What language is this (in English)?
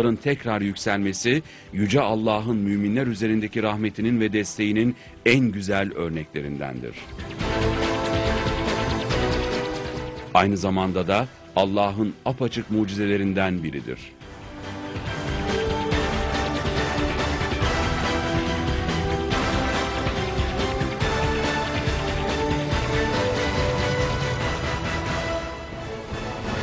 Turkish